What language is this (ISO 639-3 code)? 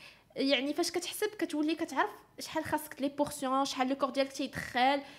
ary